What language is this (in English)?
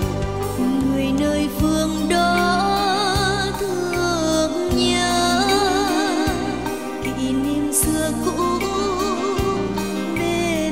Vietnamese